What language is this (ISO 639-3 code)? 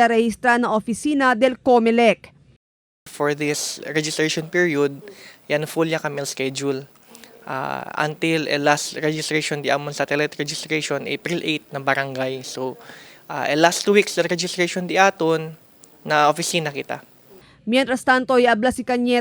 cbk